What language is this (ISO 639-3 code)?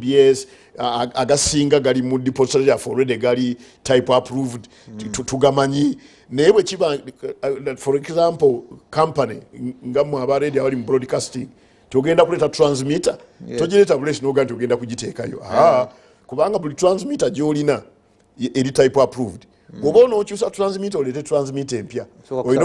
lug